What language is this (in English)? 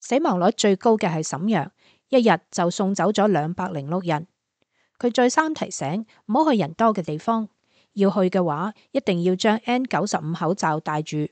Cantonese